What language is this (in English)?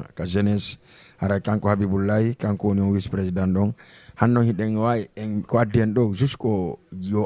Fula